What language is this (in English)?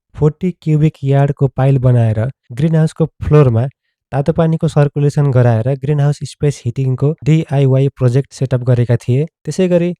Nepali